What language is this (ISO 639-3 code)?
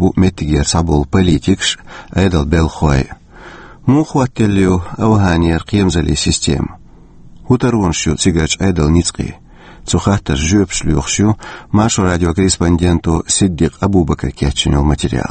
che